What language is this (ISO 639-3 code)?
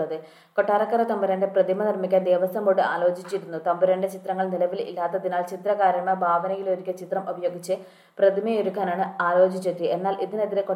mal